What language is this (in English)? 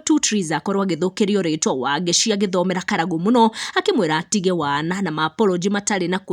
Kikuyu